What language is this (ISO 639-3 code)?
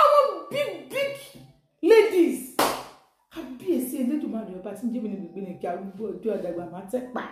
yor